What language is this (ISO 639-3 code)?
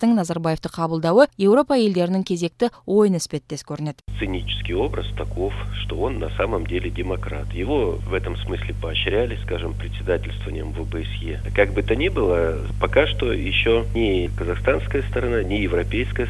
kir